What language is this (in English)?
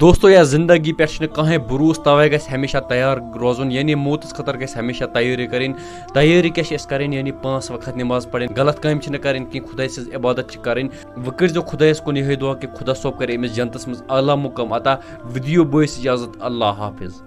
Kashmiri